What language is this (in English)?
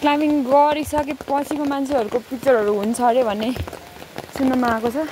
Nepali